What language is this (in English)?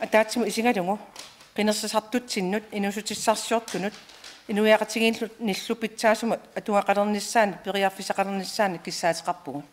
Kalaallisut